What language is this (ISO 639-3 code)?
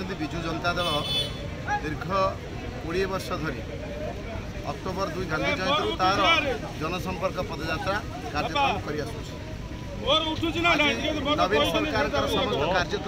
ori